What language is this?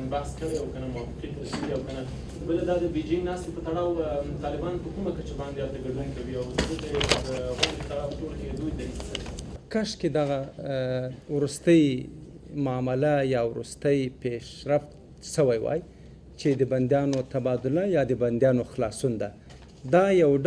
Pashto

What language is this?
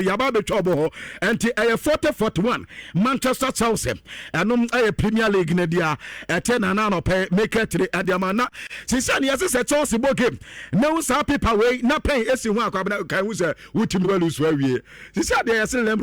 Akan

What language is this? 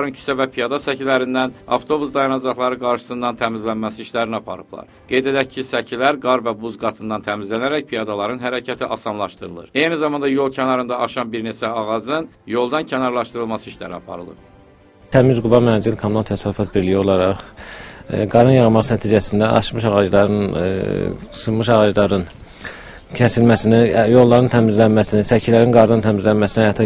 Azerbaijani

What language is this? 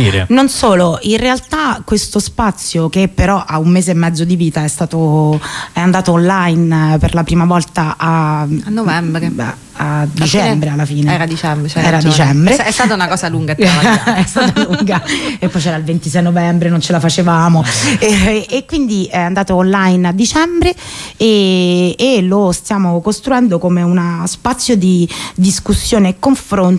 Italian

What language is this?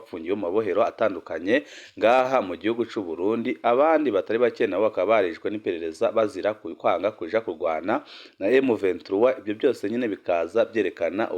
Rundi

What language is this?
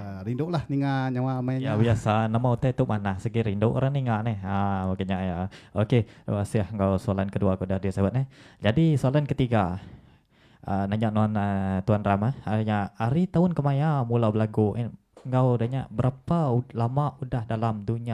Iban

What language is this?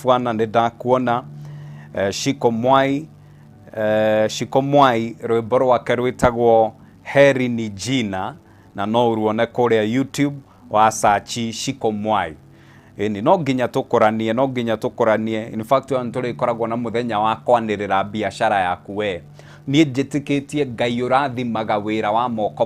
Kikuyu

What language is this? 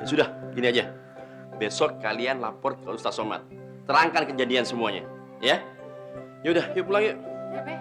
Betawi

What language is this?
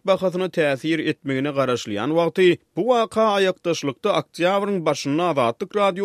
Turkmen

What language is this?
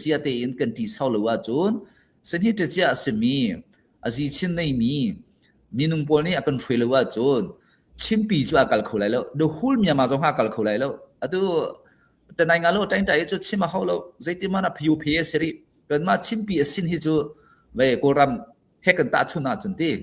Hakha Chin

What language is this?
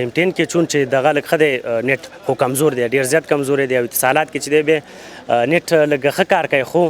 Pashto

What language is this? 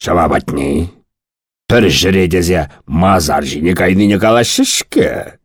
Chuvash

